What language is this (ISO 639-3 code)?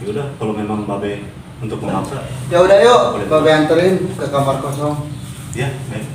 bew